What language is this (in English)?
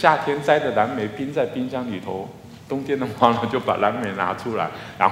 Chinese